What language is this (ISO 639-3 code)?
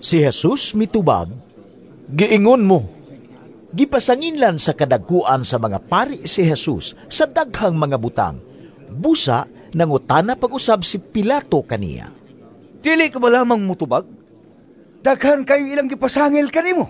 ceb